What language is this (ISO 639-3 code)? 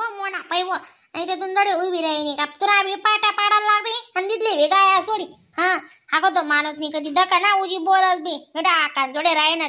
khn